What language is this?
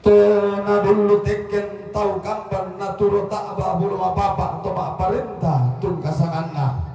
Toraja-Sa'dan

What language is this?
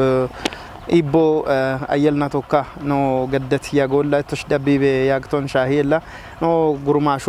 Kafa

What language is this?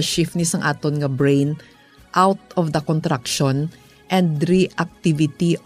Hiligaynon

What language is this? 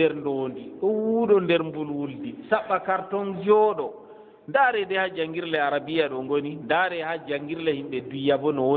Fula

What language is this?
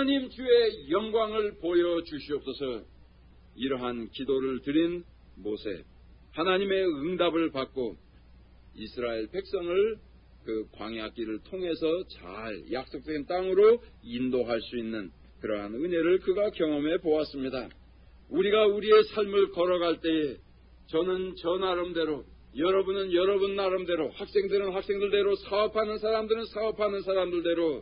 Korean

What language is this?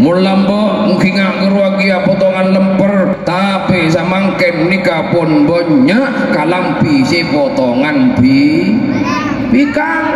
Madurese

